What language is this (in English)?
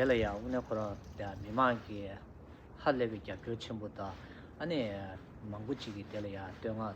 Tibetan